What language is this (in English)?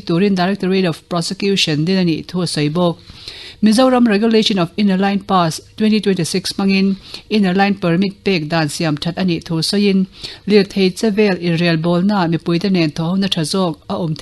Mizo